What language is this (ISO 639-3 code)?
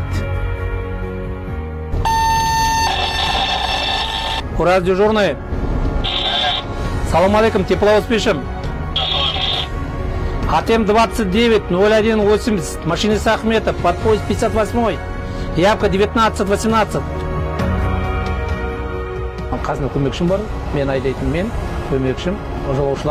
kaz